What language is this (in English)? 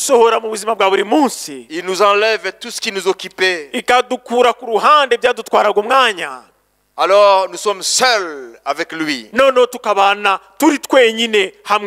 Kinyarwanda